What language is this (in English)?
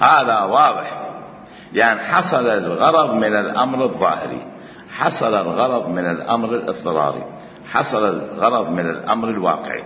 Mesopotamian Arabic